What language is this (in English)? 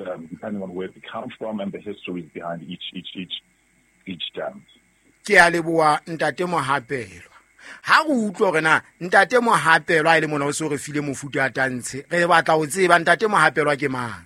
Southern Sotho